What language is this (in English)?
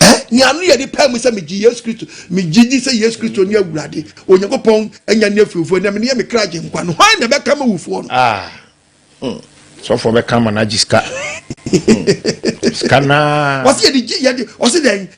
Akan